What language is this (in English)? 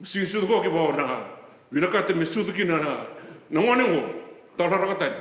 Fijian